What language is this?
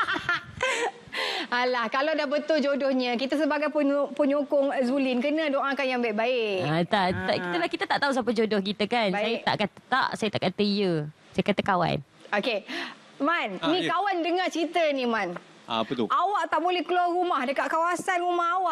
Malay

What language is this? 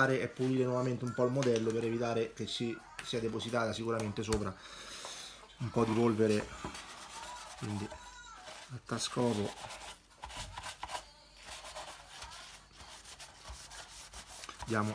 Italian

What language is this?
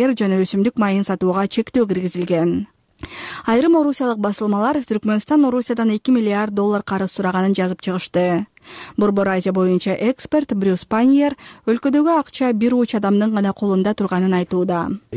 Kyrgyz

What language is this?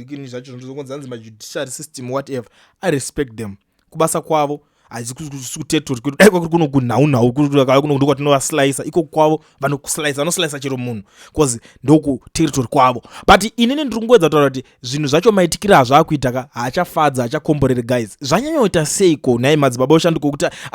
Shona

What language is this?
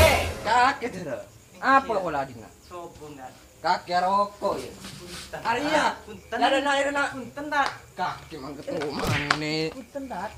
Madurese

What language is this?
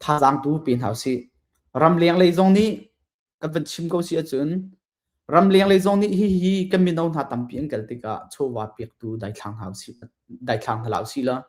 Hakha Chin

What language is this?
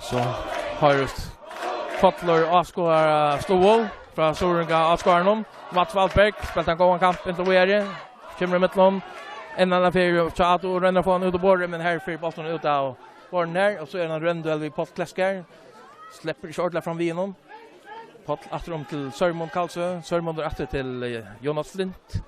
Faroese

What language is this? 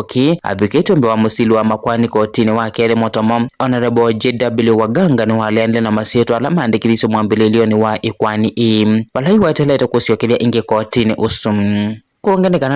Kamba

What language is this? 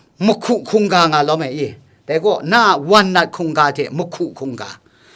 Kachin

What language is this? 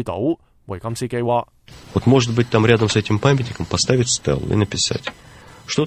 Cantonese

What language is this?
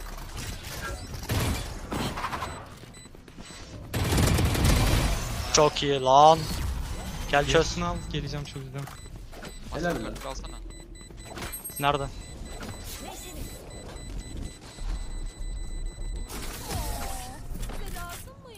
Turkish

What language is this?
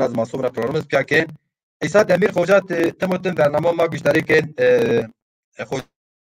Zaza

